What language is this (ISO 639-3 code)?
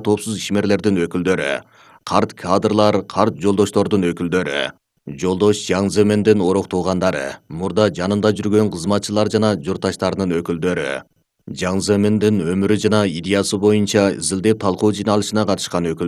kir